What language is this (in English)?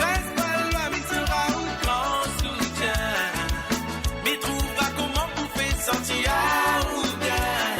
Morisyen